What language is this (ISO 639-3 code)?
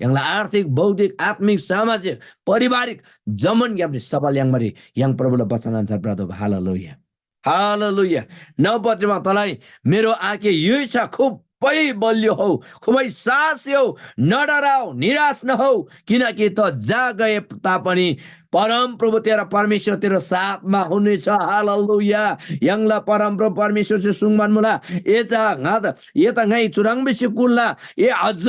taj